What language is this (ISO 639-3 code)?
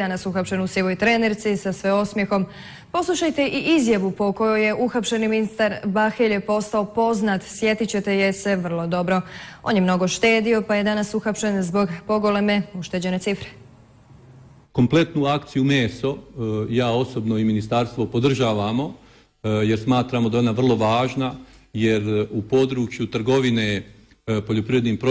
bos